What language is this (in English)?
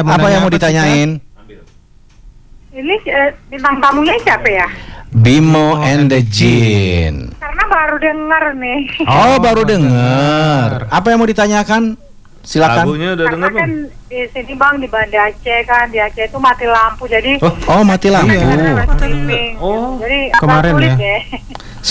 Indonesian